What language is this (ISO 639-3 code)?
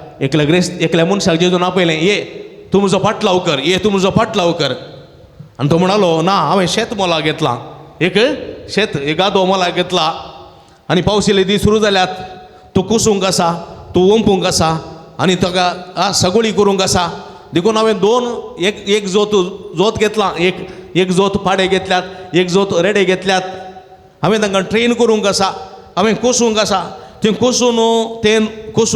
kok